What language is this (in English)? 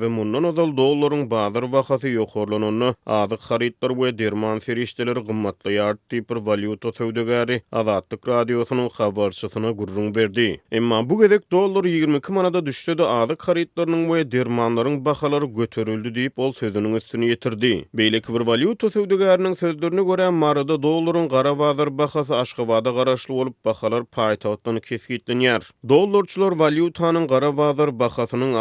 Turkmen